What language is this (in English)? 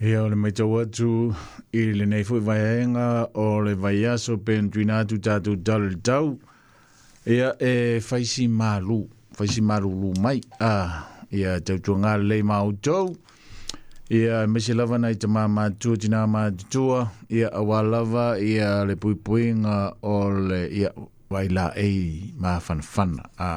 Samoan